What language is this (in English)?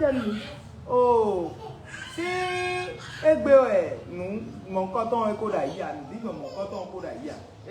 Fon